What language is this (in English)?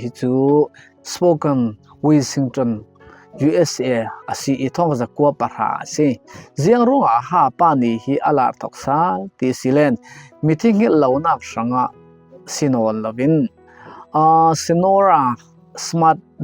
Falam Chin